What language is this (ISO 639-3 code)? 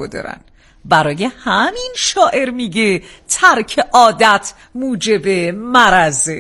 fas